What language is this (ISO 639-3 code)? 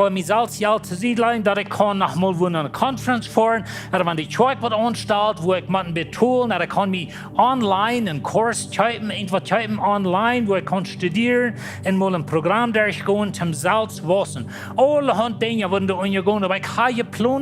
pdt